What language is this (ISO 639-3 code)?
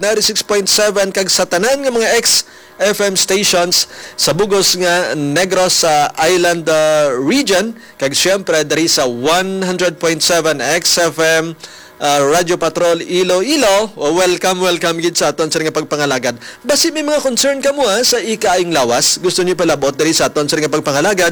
hil